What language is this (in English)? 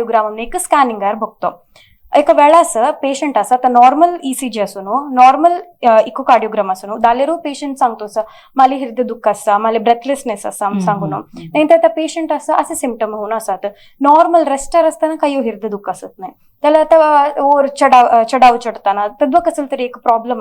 Konkani